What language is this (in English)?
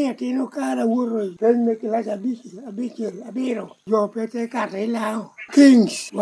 Lango (Uganda)